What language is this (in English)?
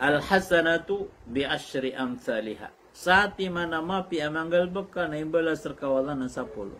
Maranao